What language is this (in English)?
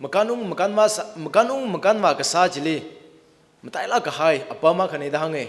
Tangkhul Naga (India)